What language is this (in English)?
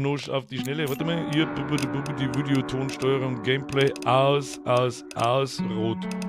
Bavarian